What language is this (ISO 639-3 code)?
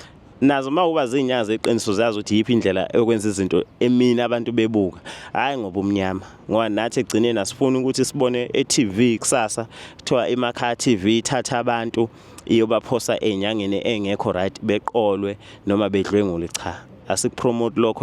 zul